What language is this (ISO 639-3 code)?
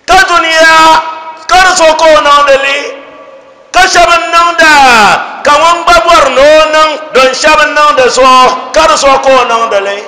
dag